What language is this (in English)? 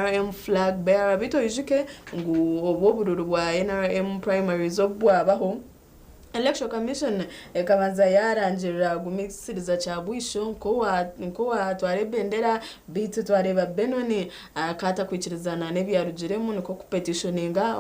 Nyankole